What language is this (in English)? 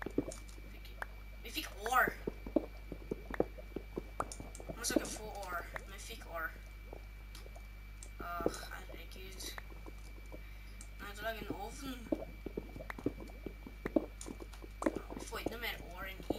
Norwegian